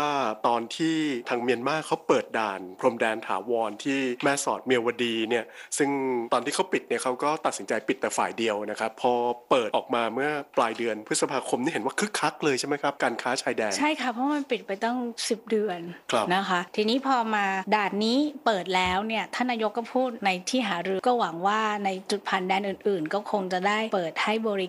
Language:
Thai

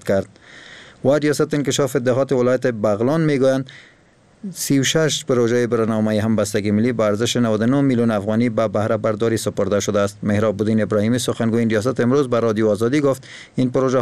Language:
Persian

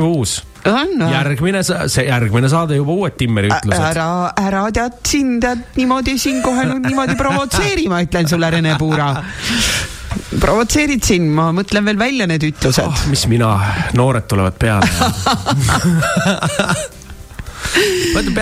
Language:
Estonian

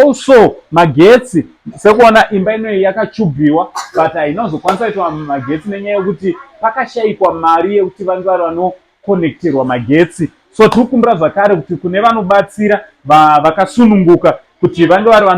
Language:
Shona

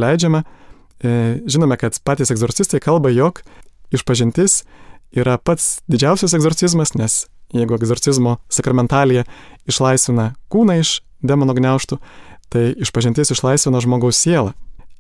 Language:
Lithuanian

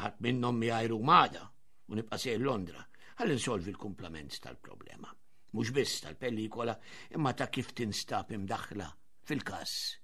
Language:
Maltese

